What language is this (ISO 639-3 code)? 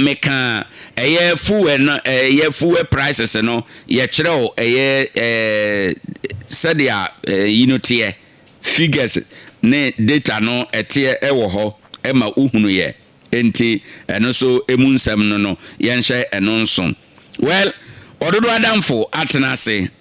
aka